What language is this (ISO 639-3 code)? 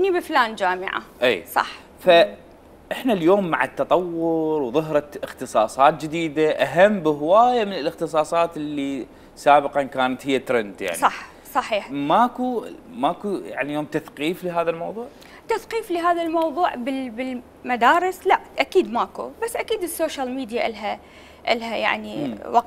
acm